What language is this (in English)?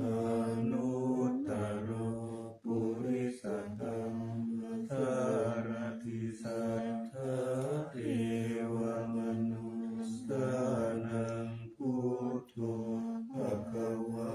Pali